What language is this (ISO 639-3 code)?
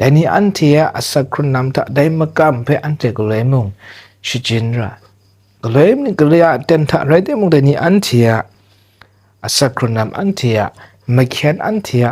kac